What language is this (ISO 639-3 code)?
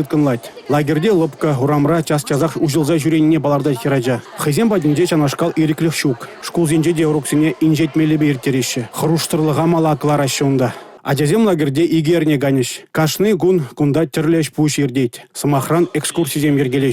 chv